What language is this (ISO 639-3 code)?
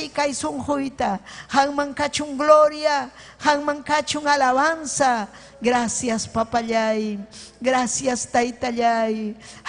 quy